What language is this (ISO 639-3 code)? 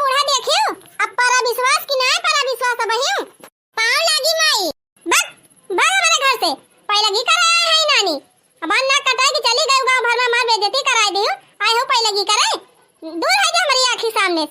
awa